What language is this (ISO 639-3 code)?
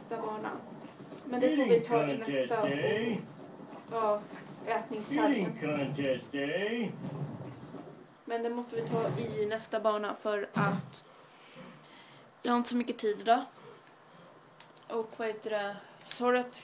swe